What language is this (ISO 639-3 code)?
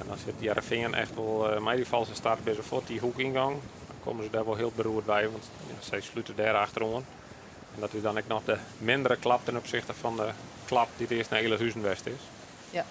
fry